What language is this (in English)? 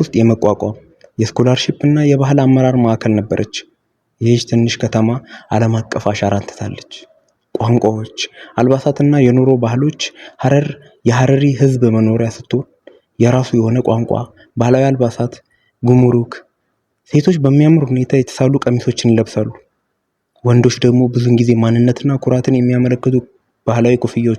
Amharic